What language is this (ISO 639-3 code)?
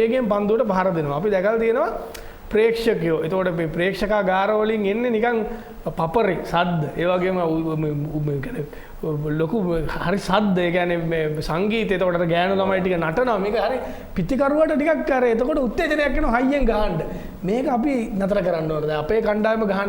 sin